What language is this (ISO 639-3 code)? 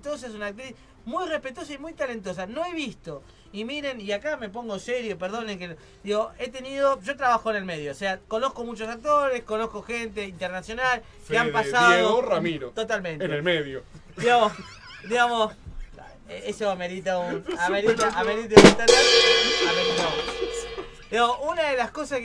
spa